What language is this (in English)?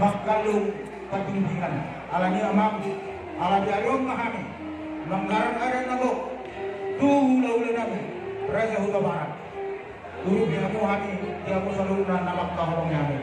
Batak Toba